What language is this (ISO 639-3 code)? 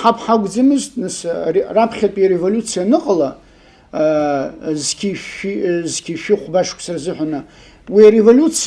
abk